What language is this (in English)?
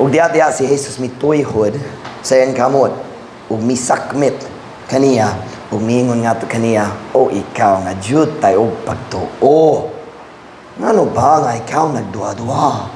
Cebuano